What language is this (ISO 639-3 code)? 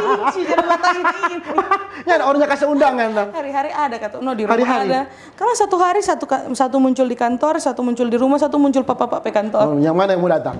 xmm